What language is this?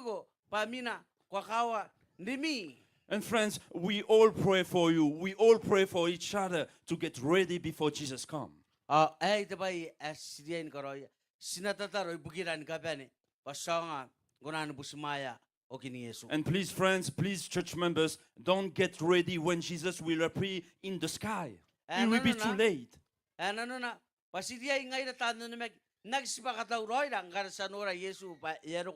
Gilbertese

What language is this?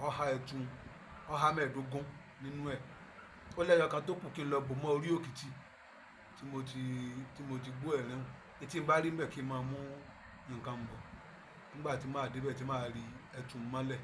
Yoruba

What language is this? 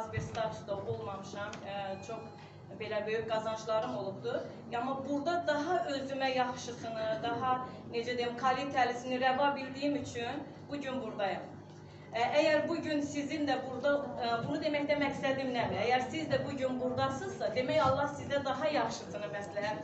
Azerbaijani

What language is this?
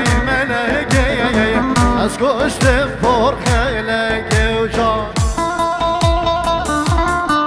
Persian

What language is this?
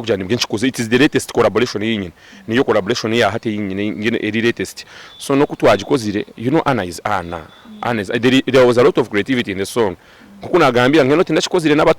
Nyankole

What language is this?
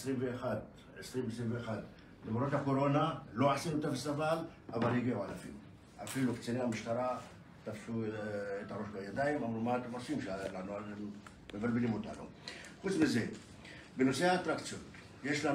Hebrew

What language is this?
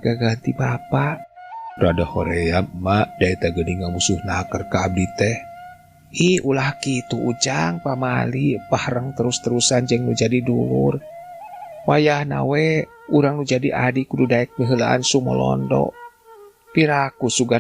Sundanese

